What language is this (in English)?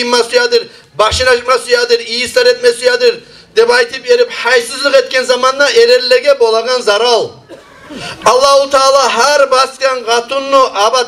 Kumyk